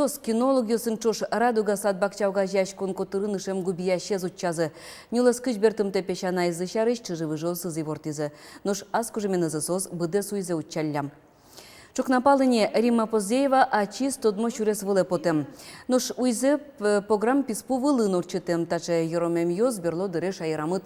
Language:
Udmurt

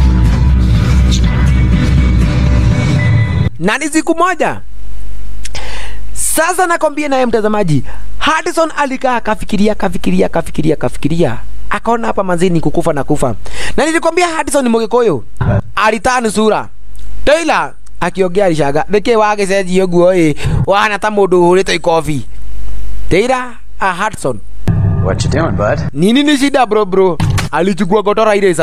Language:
Swahili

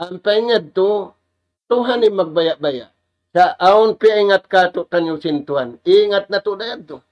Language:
Tausug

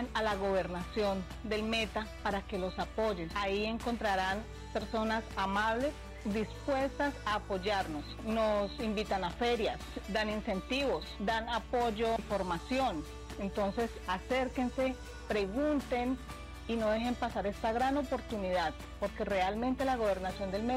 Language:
Spanish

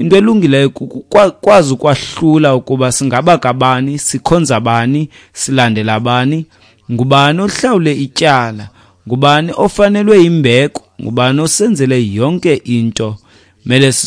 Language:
Xhosa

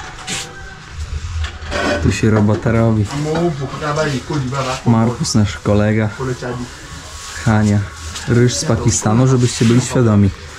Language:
Polish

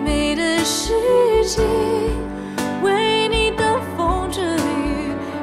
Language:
Chinese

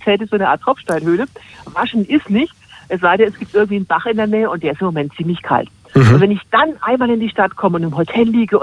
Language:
German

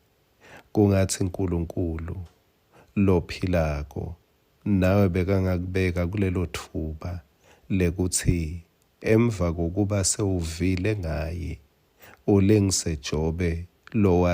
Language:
Swati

